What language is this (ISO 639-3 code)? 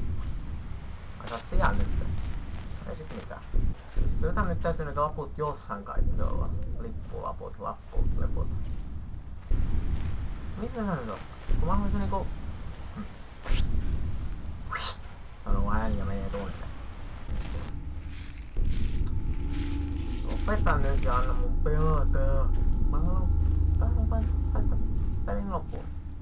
fin